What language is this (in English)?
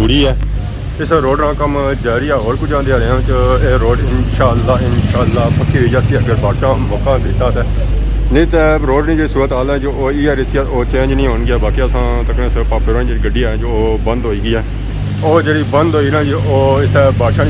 Pahari-Potwari